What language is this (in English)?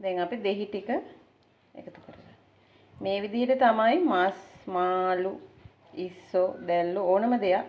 Sinhala